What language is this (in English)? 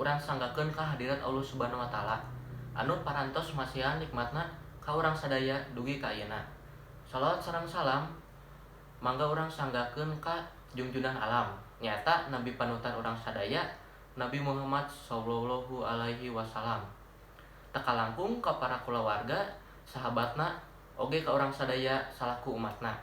Sundanese